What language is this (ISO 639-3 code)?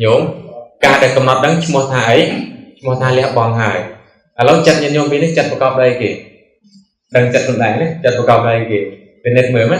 khm